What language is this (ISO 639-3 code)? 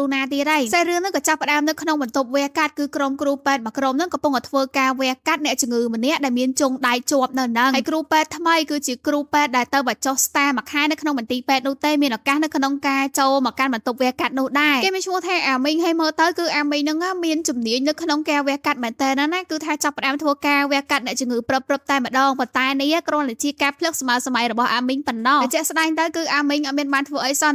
khm